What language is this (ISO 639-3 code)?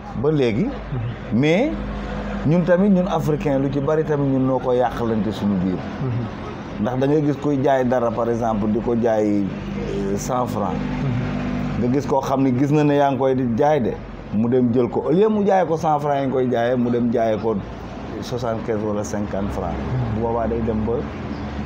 wol